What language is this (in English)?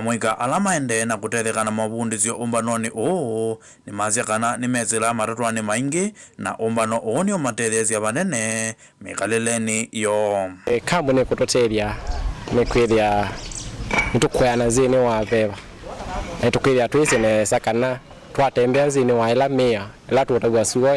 Kamba